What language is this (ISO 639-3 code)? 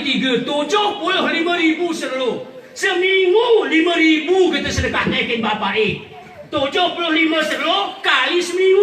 gay